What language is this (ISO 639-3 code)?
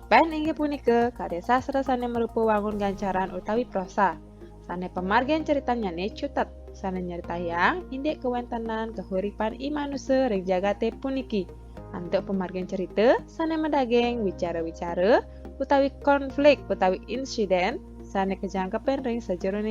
ban